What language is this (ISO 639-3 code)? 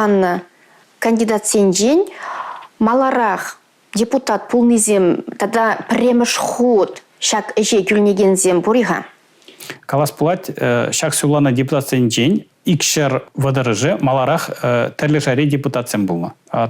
chv